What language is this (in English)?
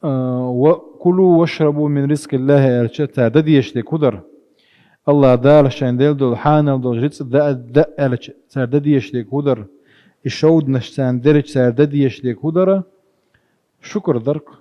Chechen